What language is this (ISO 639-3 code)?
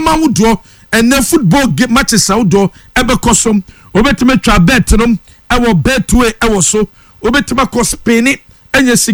aka